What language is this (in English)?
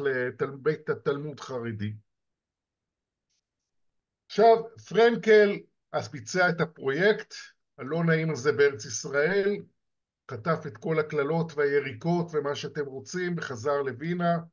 Hebrew